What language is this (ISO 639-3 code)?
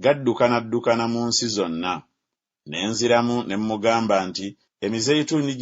lug